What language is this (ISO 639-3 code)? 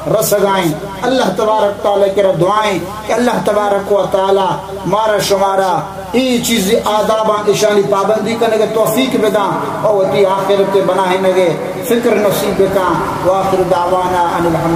bal